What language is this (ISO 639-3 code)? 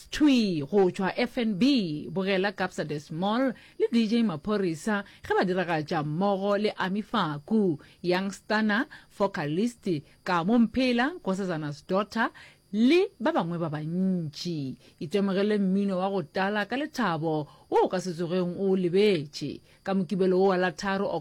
nso